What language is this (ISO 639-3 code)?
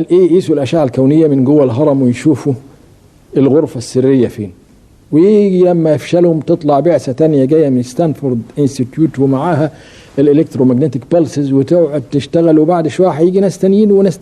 arz